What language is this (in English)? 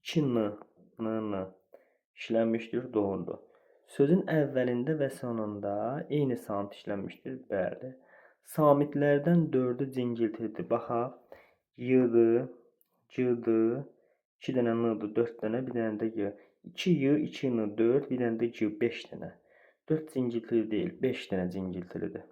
Azerbaijani